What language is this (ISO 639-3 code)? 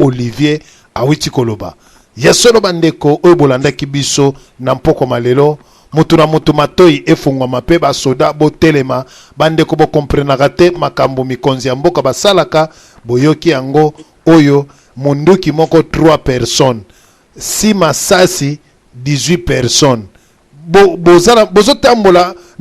lin